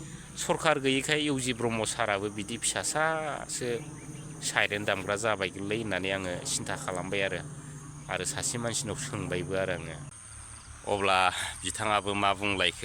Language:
Bodo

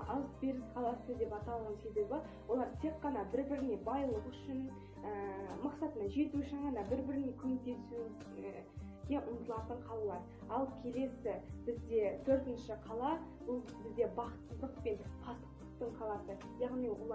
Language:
Kazakh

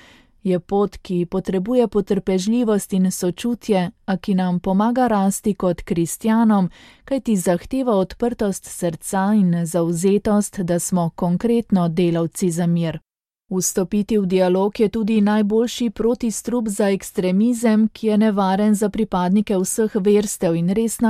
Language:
Slovenian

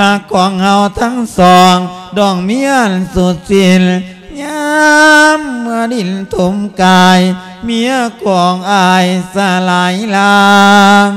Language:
Lao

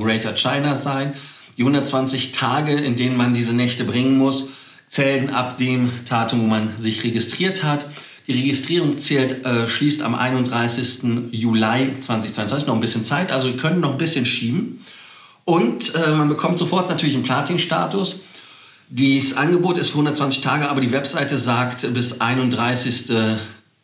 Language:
German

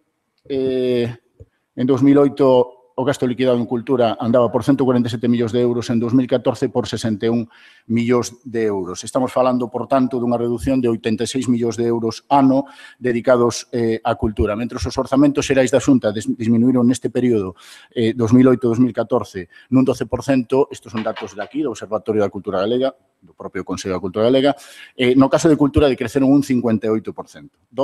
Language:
Galician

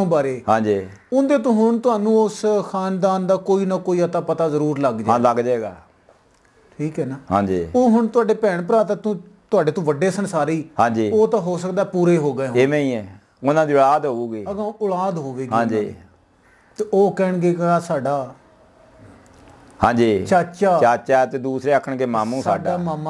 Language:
Punjabi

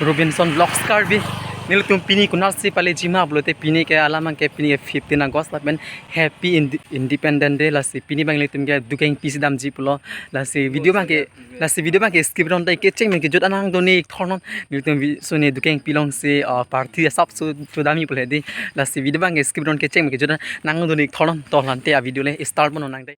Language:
Karbi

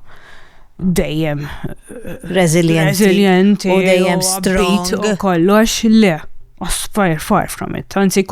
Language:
Maltese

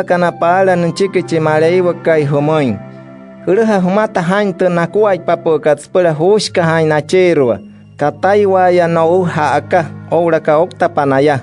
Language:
Wayuu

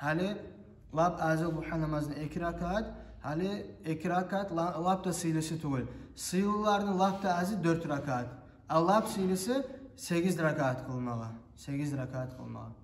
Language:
Kumyk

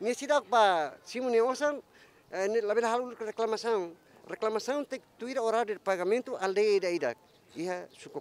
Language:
Tetum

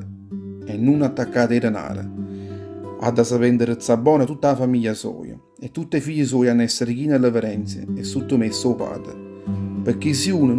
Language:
Neapolitan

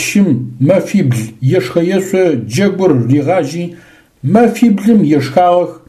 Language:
Adyghe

